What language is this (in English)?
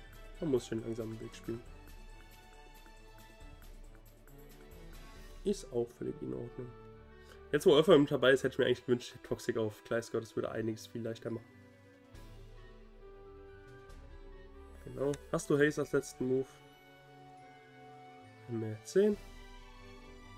German